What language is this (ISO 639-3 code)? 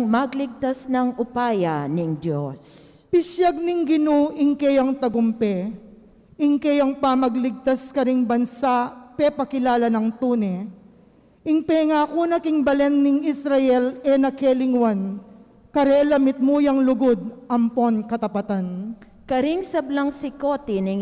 pam